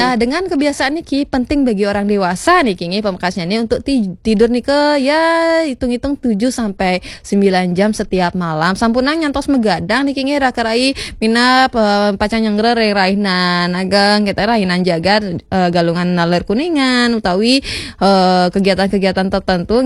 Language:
Balinese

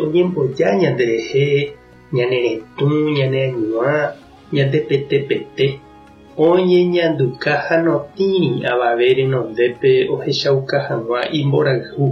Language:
Guarani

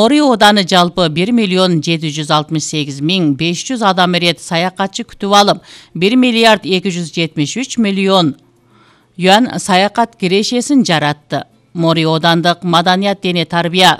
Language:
Kyrgyz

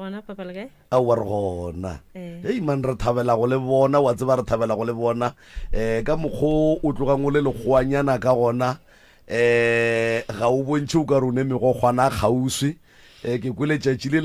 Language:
Northern Sotho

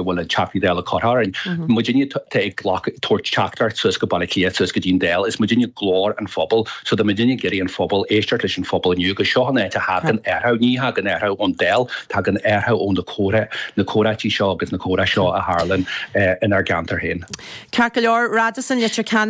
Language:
Irish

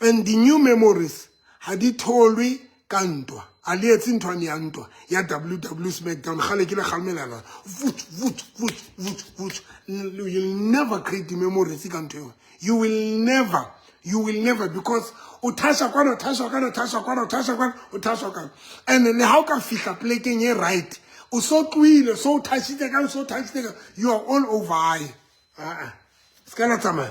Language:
Southern Sotho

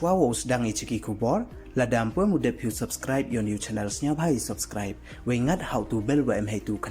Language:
Pnar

